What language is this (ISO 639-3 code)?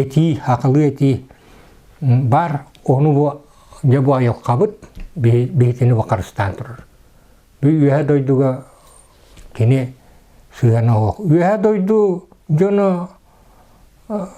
sah